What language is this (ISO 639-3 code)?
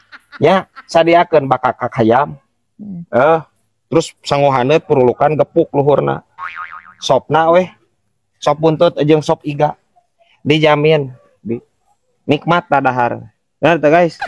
sun